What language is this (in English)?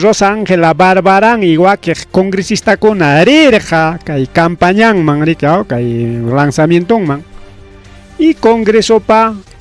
Ayacucho Quechua